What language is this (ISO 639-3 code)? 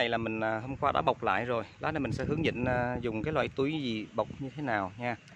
vie